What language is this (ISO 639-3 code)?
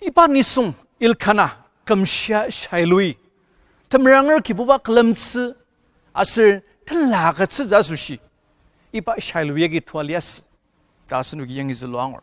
njo